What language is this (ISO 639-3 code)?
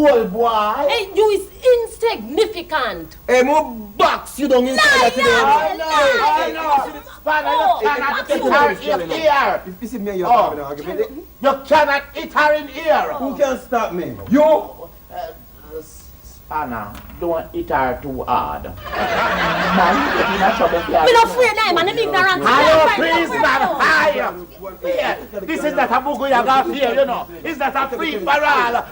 jam